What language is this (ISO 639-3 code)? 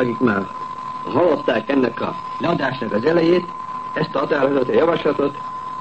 hun